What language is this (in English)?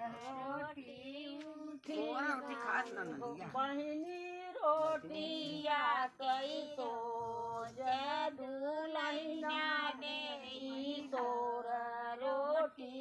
Bhojpuri